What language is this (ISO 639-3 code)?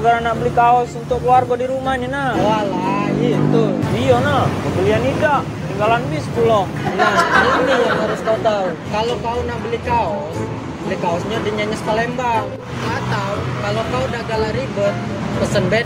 mui